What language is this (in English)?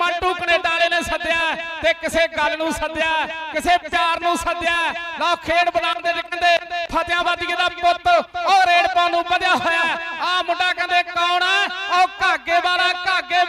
Punjabi